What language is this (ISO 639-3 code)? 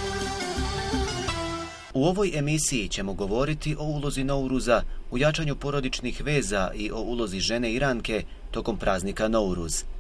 bos